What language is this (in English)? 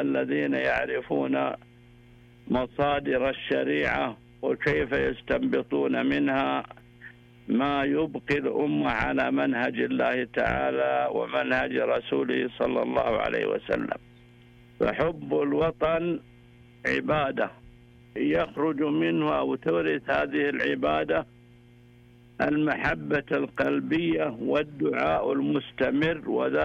Arabic